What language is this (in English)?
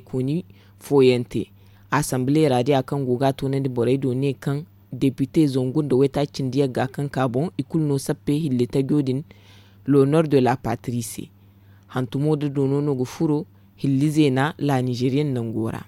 Zarma